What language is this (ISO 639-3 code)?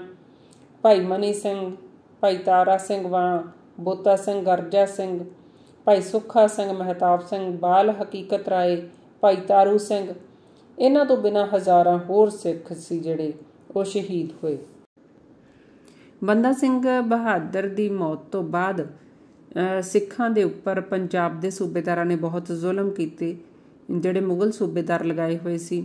pan